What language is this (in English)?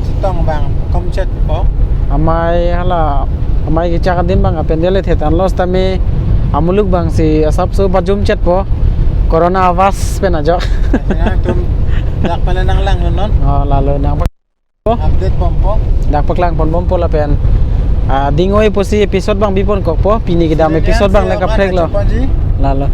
Karbi